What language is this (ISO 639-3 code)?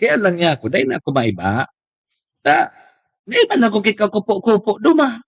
bik